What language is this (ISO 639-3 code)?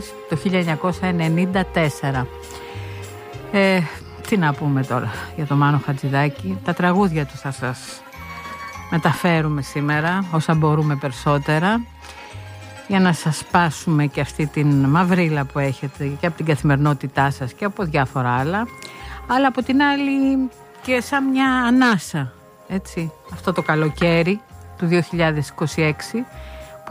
ell